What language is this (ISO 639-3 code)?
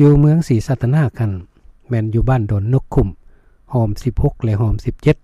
lao